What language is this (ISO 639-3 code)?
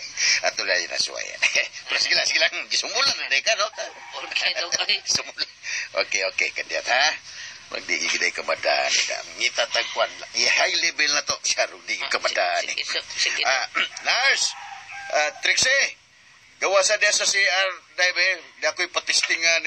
ceb